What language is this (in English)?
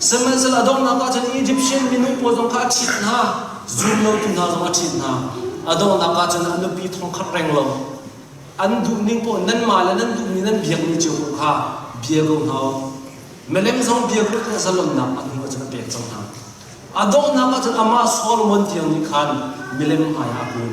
Hakha Chin